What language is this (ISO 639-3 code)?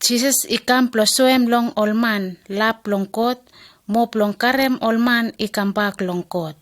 bis